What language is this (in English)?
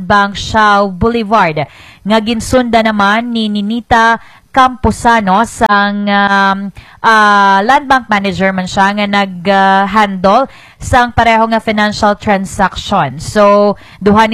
Hiligaynon